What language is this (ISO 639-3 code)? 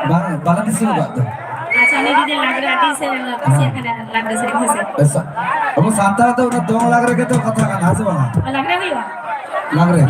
sat